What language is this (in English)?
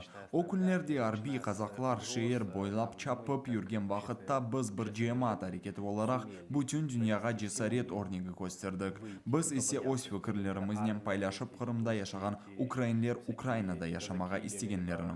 Crimean Tatar